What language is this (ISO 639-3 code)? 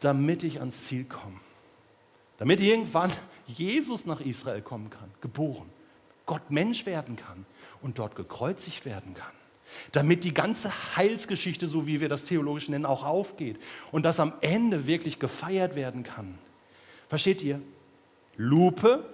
gsw